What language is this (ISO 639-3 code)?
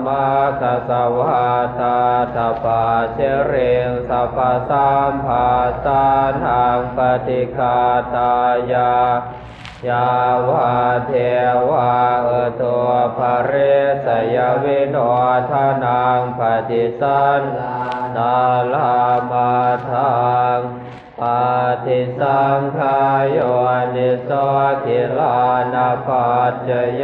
pli